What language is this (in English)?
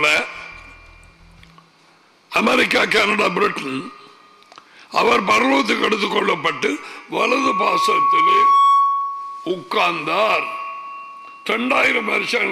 Tamil